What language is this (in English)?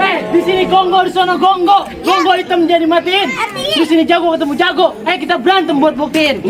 Betawi